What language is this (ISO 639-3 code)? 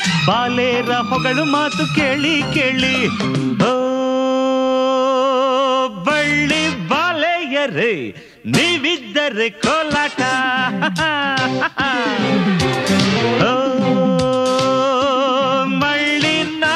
kan